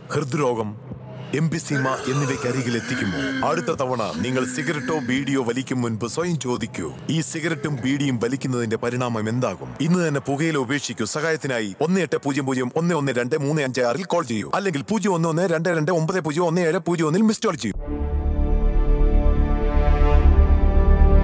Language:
Malayalam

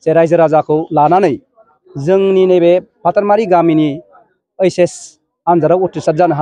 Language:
Bodo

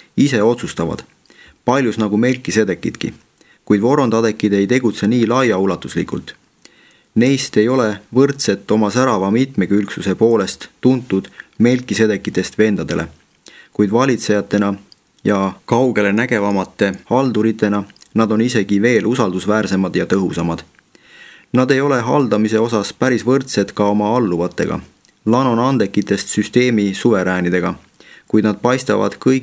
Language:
Estonian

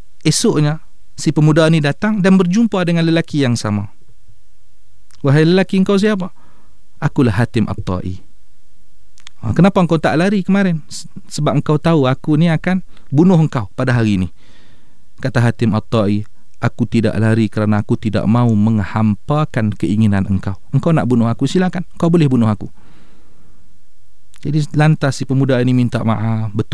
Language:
Malay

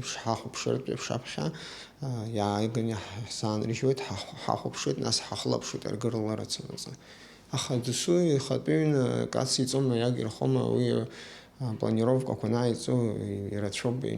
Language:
Abkhazian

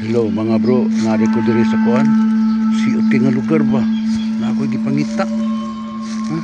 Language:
Cebuano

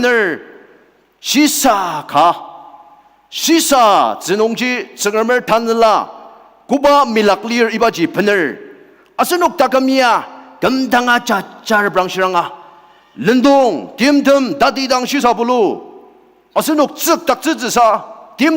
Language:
Ao Naga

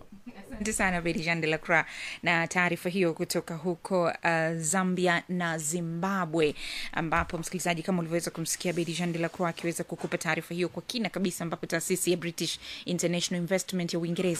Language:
Swahili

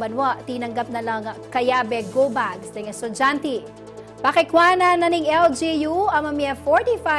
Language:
Pampanga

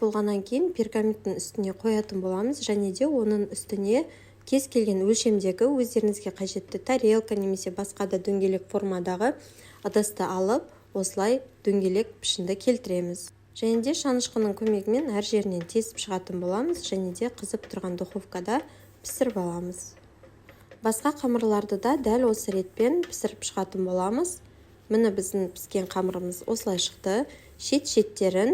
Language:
Kazakh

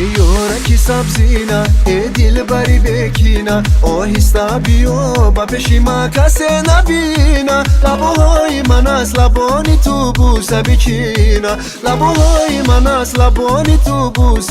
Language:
Tajik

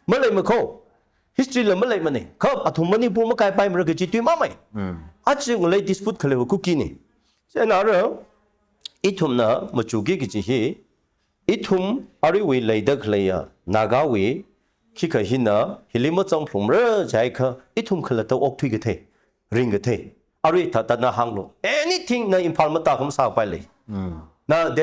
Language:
Tangkhul Naga (India)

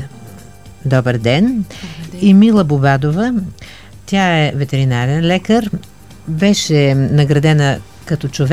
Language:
Bulgarian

